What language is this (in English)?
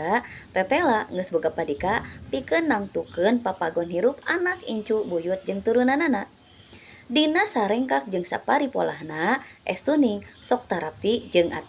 Sundanese